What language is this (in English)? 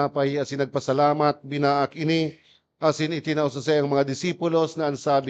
Bikol